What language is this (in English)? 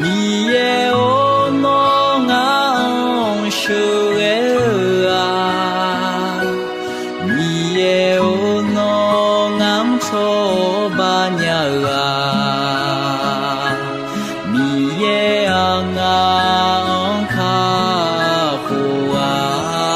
Akha